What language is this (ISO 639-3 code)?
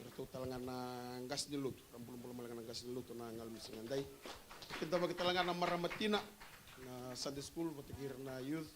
fij